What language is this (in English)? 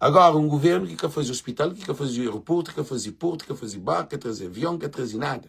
Kabuverdianu